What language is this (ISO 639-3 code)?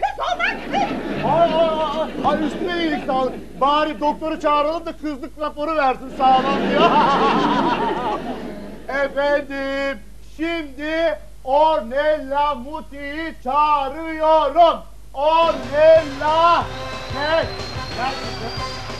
tur